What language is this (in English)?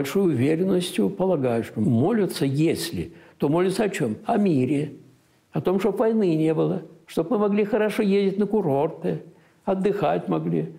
Russian